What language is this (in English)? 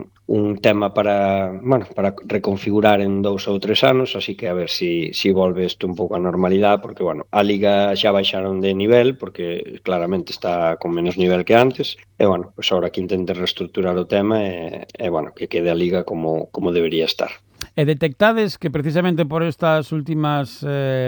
Galician